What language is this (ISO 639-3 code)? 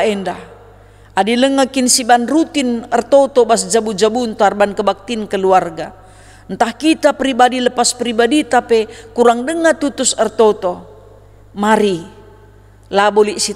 btx